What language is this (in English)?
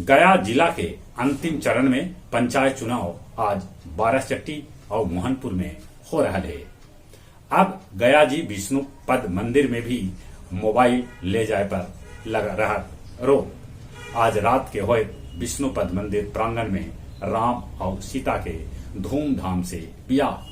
Magahi